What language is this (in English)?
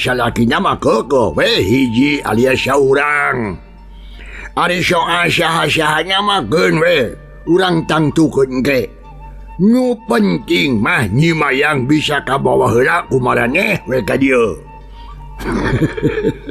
Sundanese